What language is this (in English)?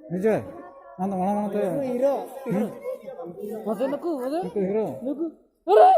Santali